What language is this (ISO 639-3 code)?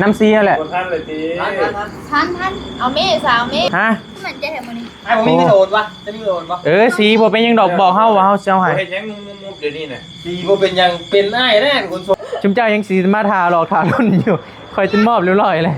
tts